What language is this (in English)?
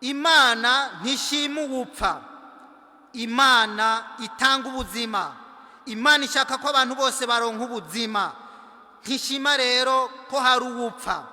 Rundi